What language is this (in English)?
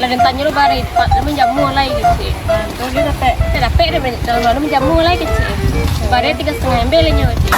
Minangkabau